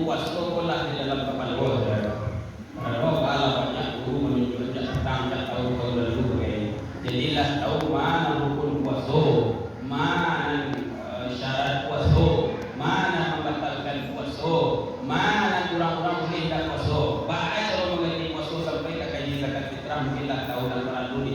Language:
Minangkabau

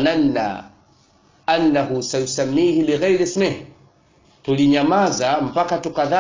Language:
Swahili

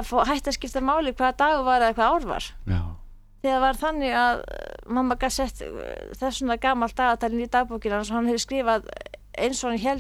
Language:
Icelandic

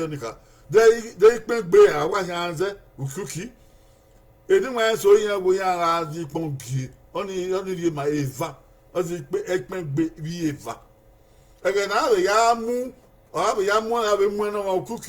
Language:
Bini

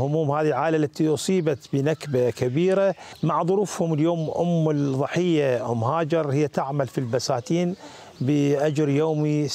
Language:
Mesopotamian Arabic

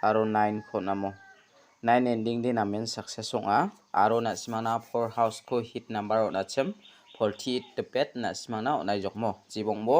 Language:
Garo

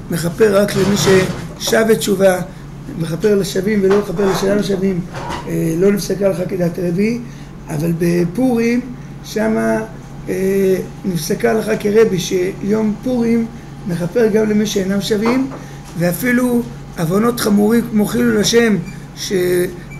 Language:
Hebrew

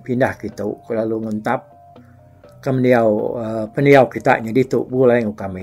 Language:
Iban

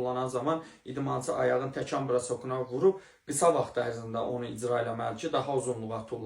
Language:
Azerbaijani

